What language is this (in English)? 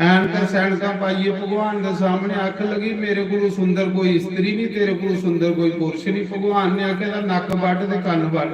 Dogri